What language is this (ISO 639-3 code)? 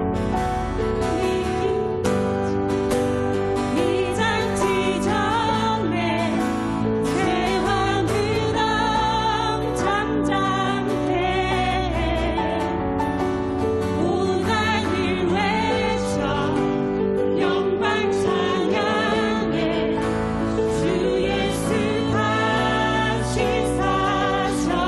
kor